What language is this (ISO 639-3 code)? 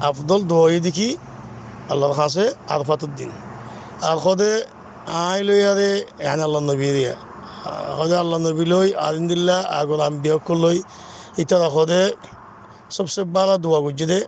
rhg